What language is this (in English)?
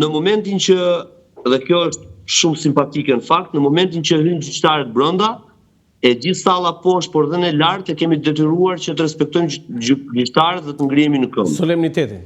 Albanian